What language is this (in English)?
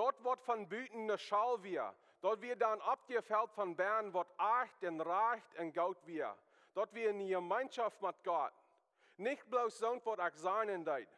Plautdietsch